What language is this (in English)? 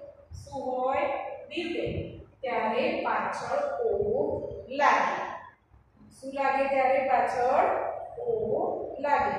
Gujarati